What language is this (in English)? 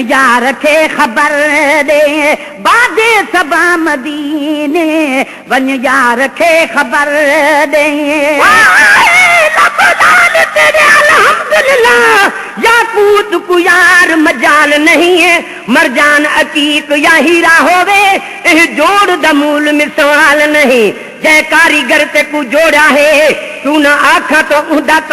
Sindhi